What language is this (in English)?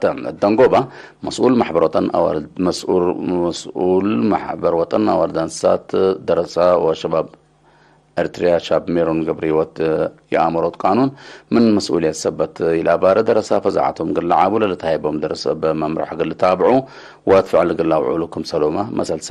Tigre